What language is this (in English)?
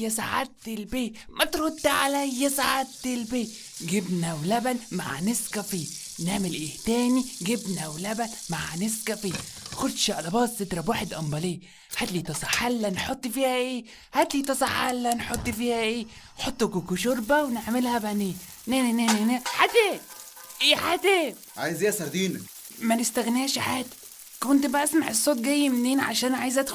Egyptian Arabic